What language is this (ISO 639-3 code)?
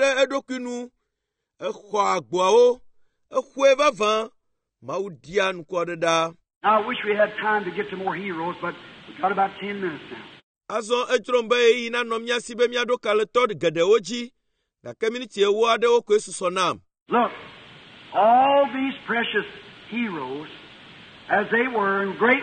ewe